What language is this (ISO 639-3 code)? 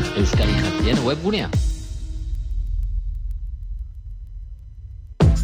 eus